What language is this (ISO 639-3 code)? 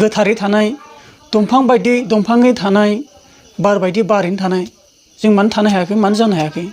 brx